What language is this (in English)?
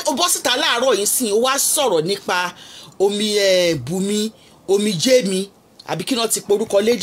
Yoruba